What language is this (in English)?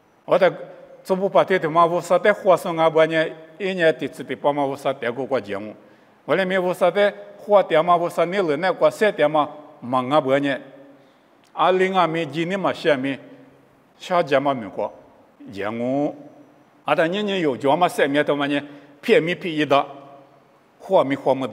Lisu